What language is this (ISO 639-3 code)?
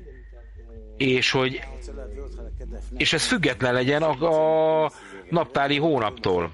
hun